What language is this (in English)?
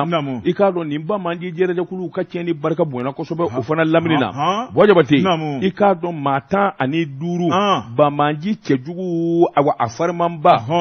Bambara